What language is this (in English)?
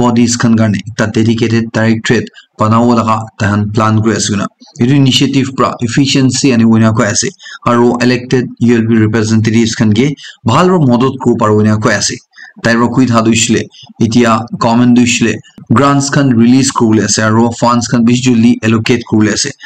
Naga Pidgin